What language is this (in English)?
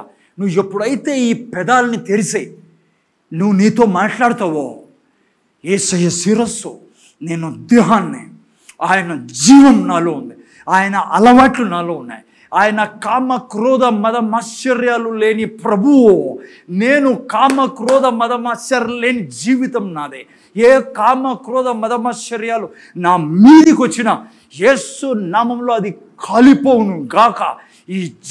Telugu